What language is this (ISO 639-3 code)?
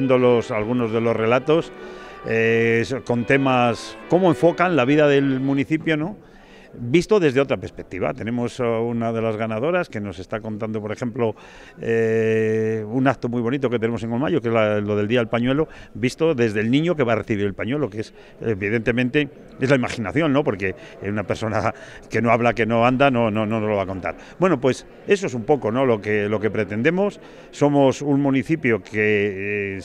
spa